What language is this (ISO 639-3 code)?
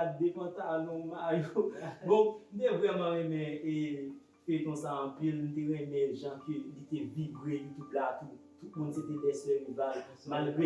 hat